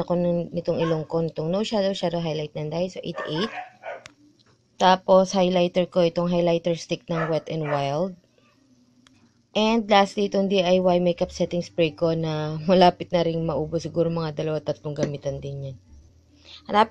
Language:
Filipino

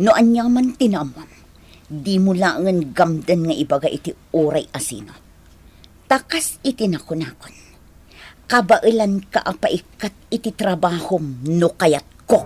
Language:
Iloko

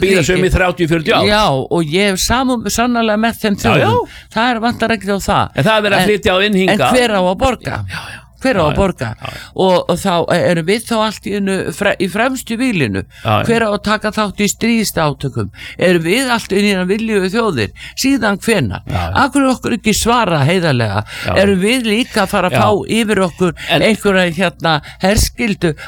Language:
Icelandic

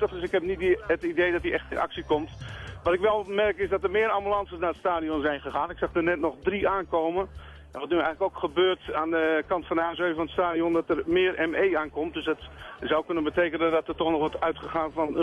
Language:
Dutch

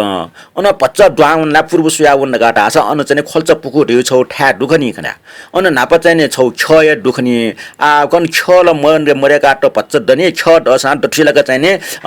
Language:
Newari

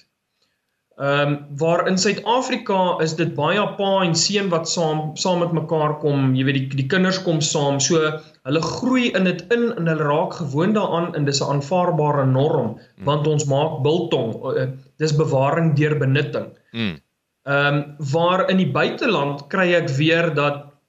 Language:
Afrikaans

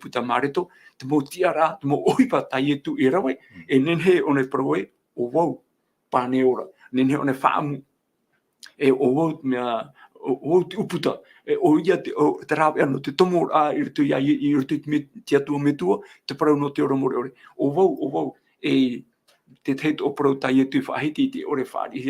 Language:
Tahitian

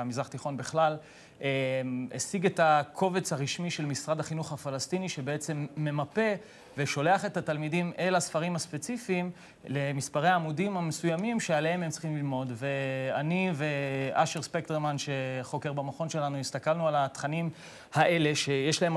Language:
Hebrew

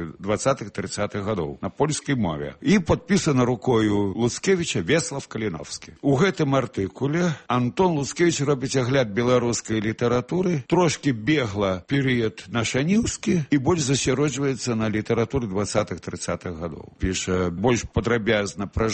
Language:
Belarusian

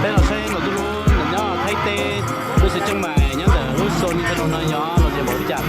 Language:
Hmong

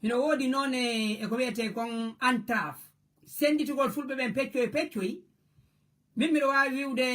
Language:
Fula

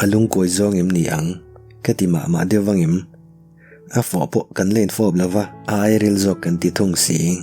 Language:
Mizo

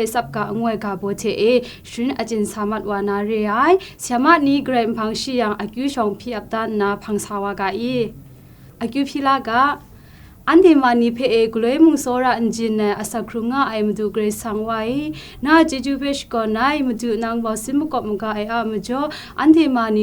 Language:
Kachin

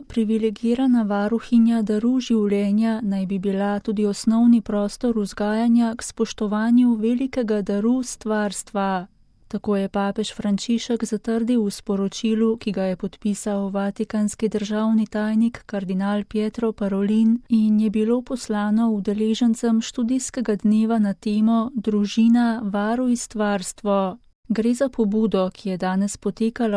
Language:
Slovenian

